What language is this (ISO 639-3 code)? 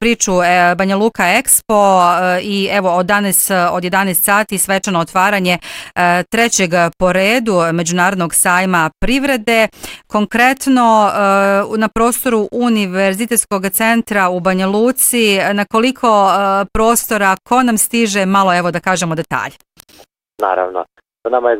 bos